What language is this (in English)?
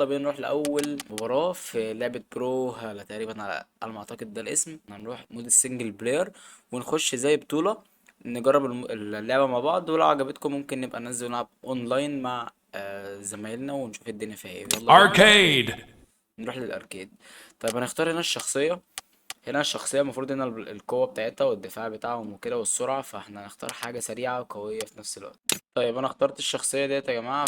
Egyptian Arabic